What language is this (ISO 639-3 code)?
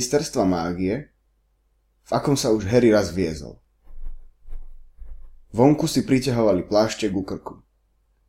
slk